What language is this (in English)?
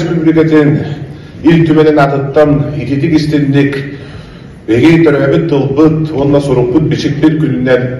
Yakut